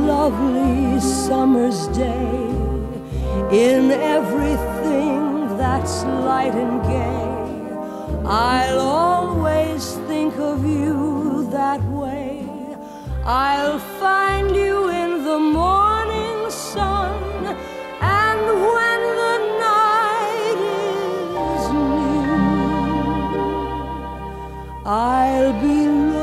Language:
English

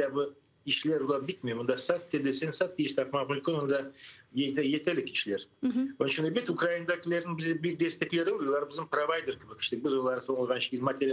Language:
Crimean Tatar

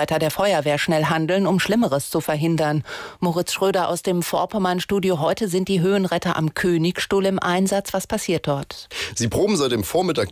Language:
German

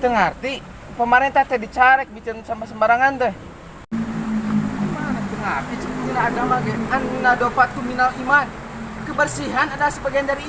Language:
Sundanese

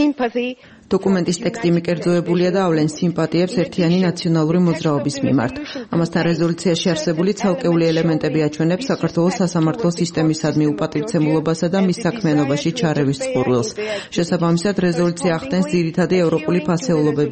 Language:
Georgian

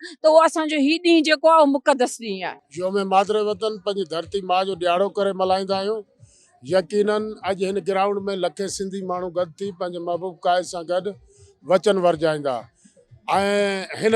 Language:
Sindhi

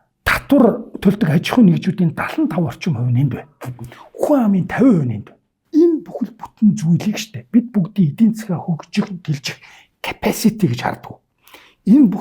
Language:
Mongolian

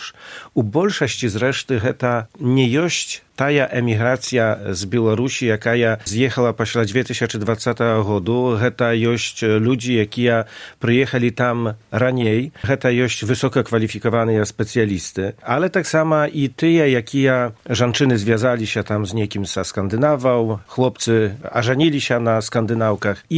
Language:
Belarusian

